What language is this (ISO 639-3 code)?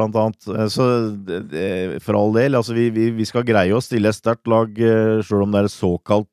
nor